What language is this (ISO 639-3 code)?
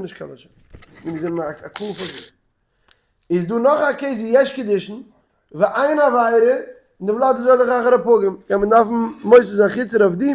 yid